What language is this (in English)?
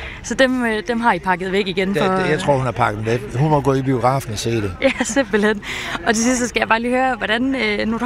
Danish